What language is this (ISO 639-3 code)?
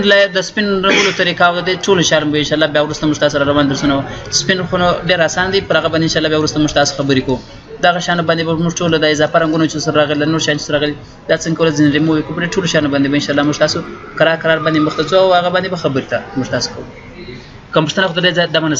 pus